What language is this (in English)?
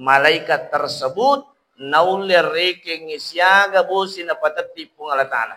Buginese